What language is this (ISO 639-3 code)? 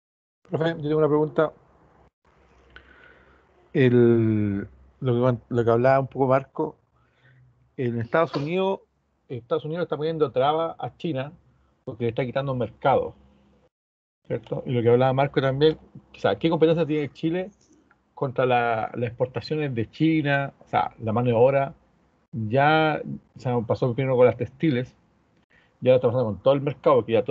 spa